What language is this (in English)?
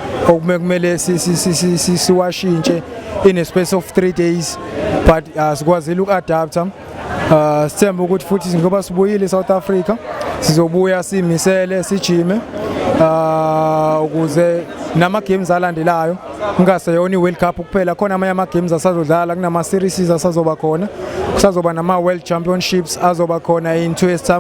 Zulu